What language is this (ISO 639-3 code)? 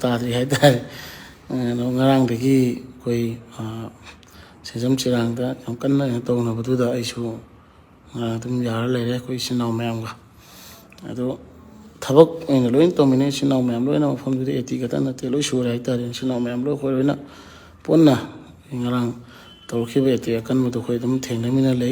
mni